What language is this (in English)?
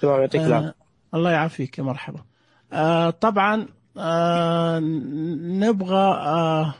Najdi Arabic